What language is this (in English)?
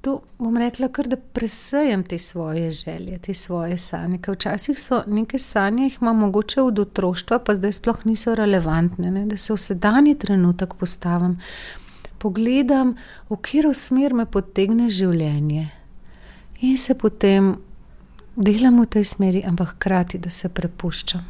Slovenian